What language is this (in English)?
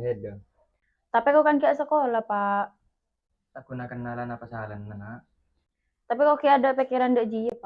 Madurese